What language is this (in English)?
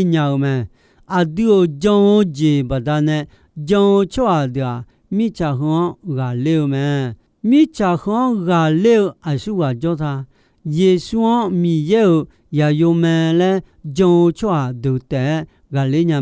Akha